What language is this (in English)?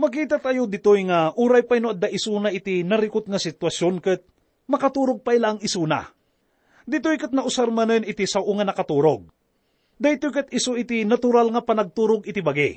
Iloko